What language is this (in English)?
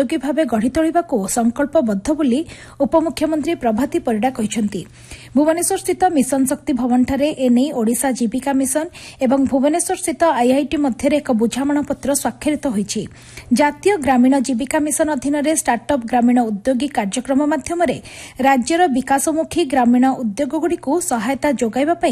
Odia